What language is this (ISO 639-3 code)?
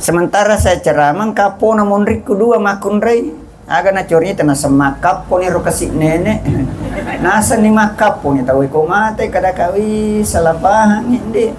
bug